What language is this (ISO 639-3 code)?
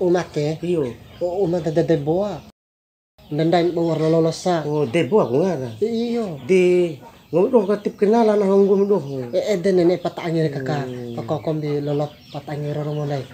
bhp